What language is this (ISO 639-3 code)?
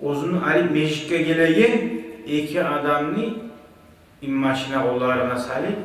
kum